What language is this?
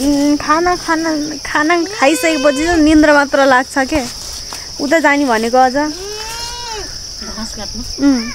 Nepali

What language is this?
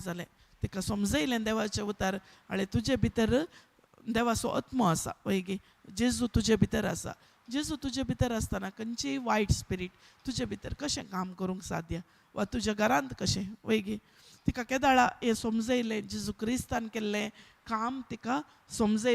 Konkani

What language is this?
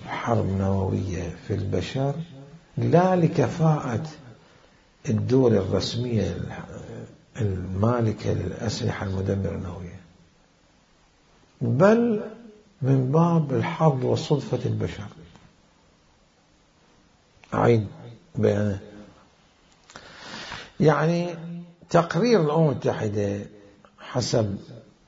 Arabic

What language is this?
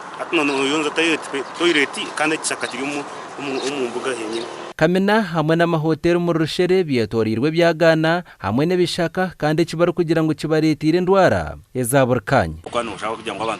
Nyankole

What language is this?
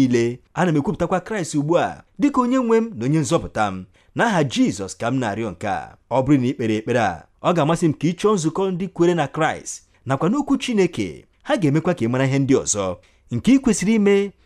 Igbo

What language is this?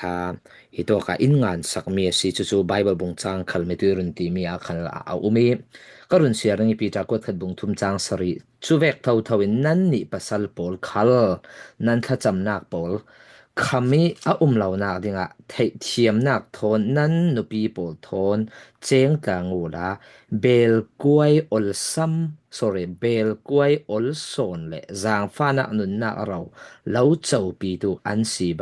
Falam Chin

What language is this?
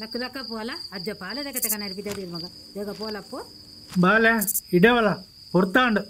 Tulu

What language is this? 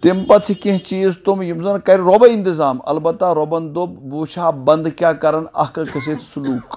Kashmiri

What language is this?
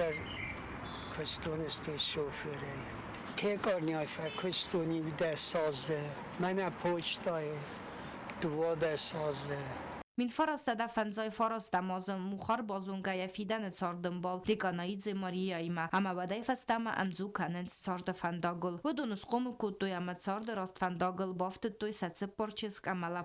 Ossetic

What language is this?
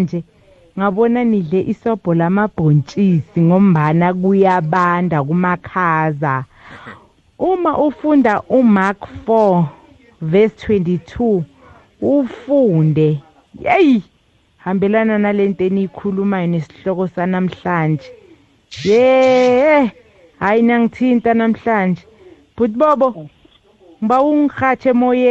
South Ndebele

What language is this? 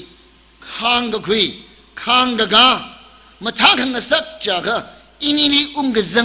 Tangkhul Naga (India)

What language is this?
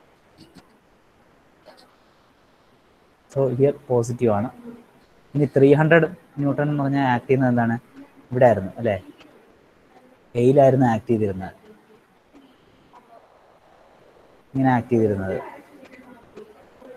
Malayalam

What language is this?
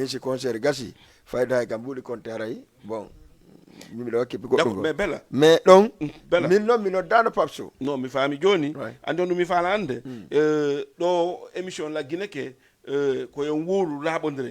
Fula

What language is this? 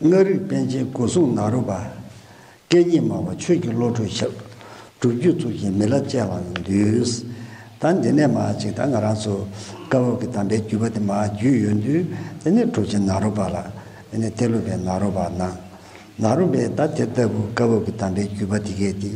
Tibetan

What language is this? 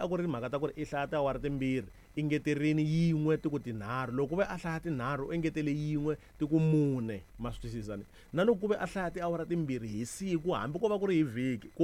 Tsonga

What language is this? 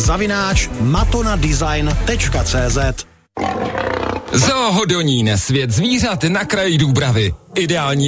Czech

